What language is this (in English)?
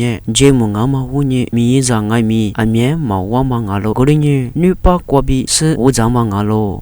Lisu